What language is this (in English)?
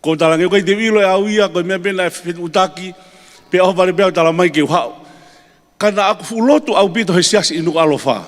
Tongan